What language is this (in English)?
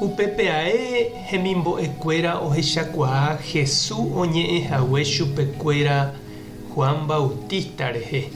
Guarani